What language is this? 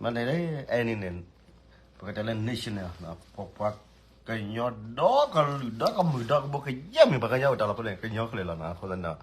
S'gaw Karen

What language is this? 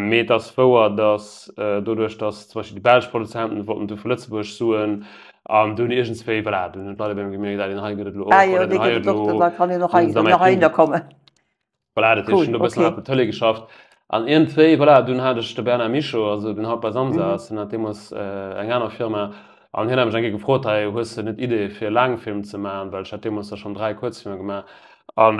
Luxembourgish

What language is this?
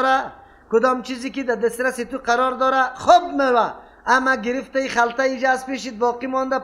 Persian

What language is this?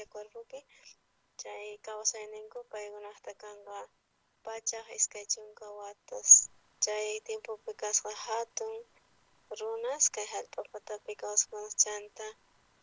South Bolivian Quechua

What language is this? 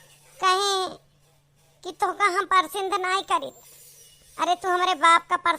Awadhi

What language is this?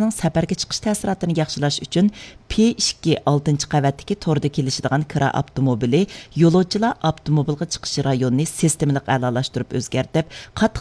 Uyghur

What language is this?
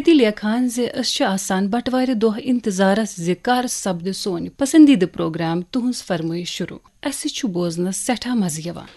Kashmiri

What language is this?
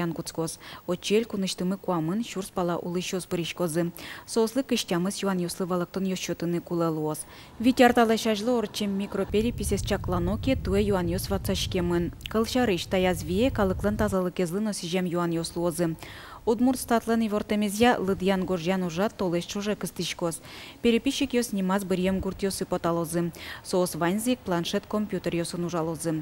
Udmurt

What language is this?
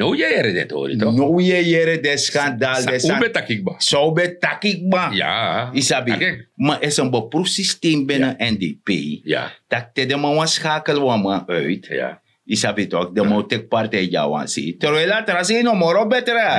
Sranan Tongo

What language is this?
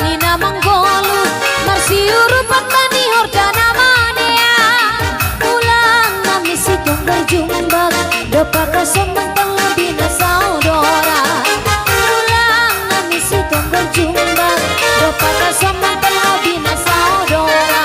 Batak Simalungun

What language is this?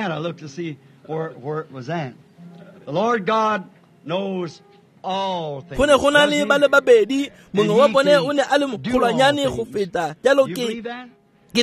Tswana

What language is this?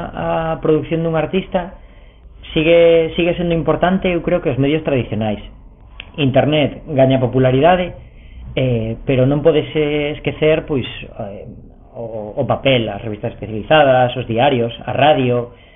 Galician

